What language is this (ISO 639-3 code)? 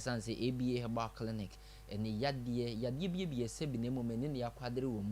aka